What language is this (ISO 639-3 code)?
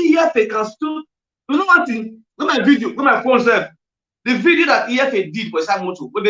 pcm